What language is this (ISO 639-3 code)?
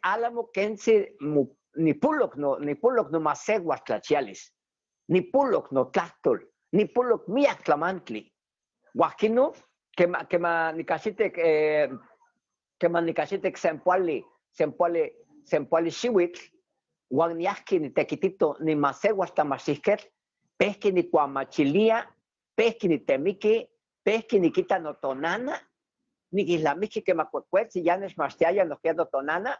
nhe